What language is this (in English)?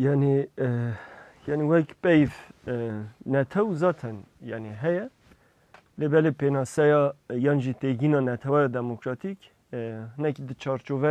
Kurdish